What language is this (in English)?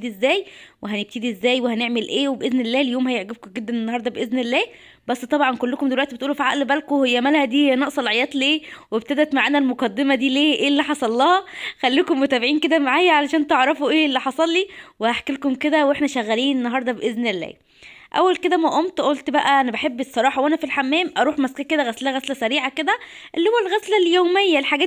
Egyptian Arabic